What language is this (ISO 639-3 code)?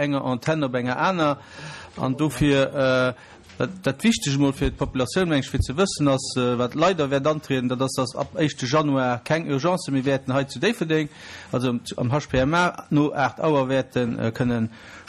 ltz